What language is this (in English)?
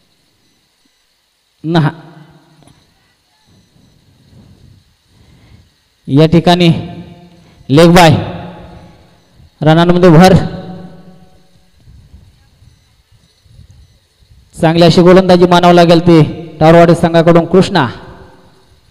Marathi